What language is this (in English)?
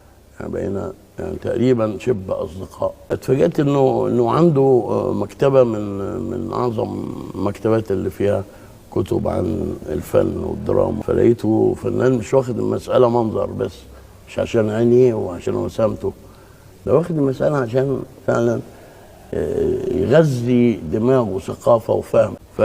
Egyptian Arabic